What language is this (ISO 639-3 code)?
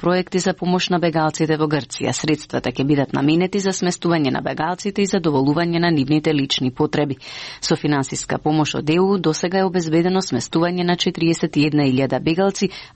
mkd